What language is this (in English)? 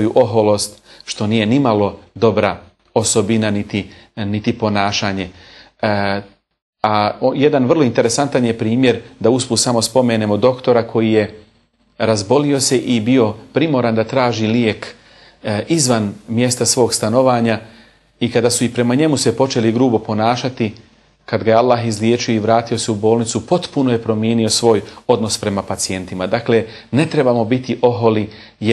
Bosnian